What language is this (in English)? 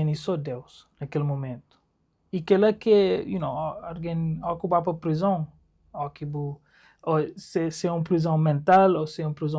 Kabuverdianu